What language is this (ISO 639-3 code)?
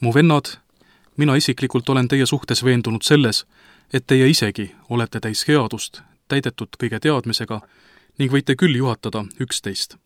est